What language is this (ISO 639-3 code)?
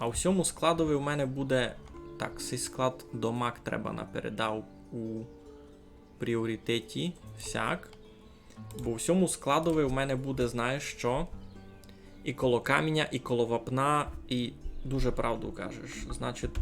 rue